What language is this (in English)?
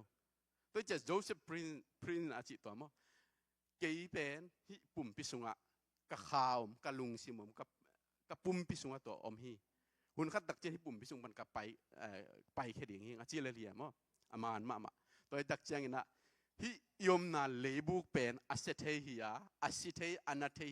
Tedim Chin